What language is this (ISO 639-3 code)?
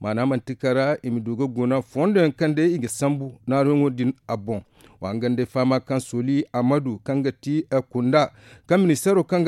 dje